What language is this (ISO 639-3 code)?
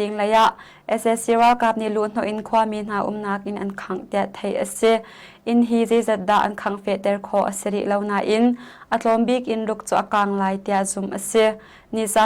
cnh